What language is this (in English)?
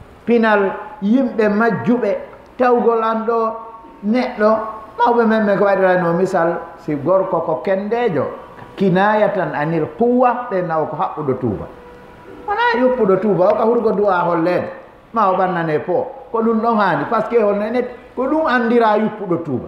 Fula